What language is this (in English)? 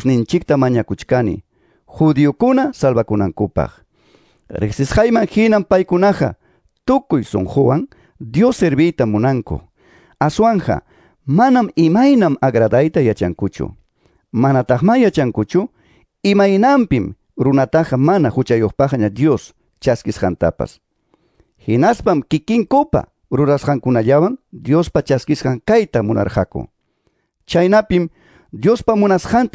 Ayacucho Quechua